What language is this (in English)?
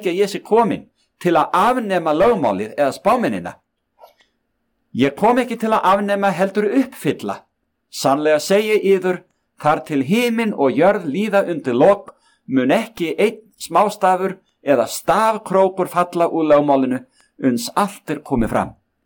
Icelandic